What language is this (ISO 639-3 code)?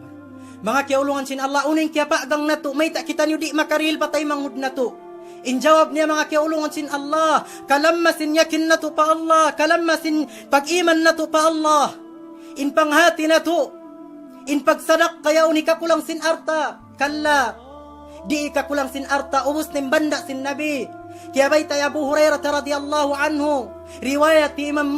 tsg